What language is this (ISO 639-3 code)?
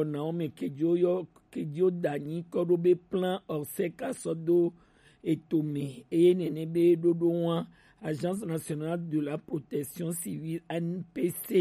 gej